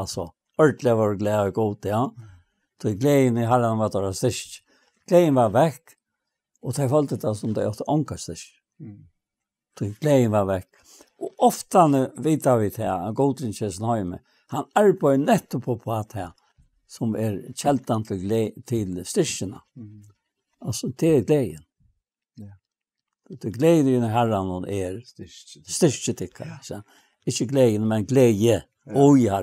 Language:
Faroese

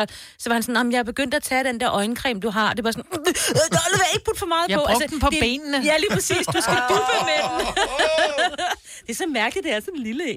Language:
Danish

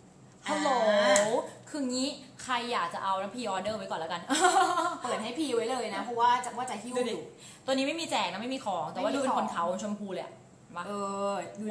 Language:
Thai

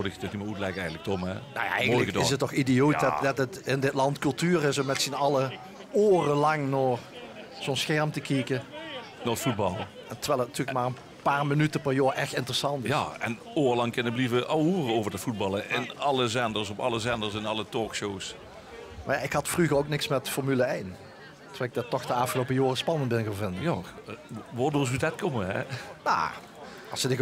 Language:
Limburgish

